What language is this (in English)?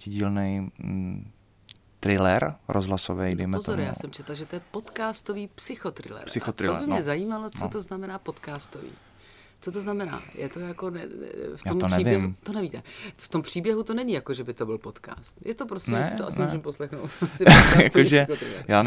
Czech